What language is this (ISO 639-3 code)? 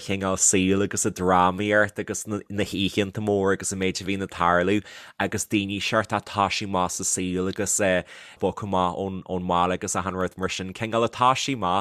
gle